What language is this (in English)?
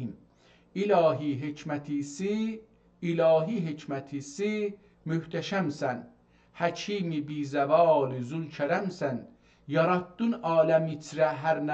South Azerbaijani